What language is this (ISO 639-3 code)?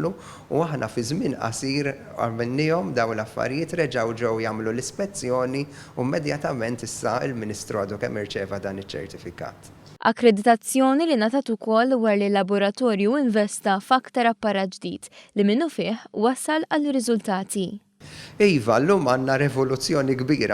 mlt